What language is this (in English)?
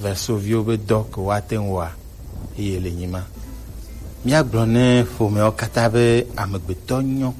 Gen